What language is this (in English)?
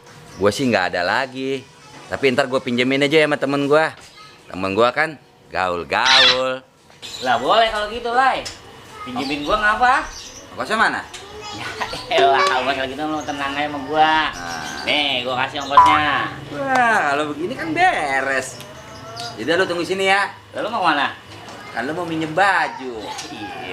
Betawi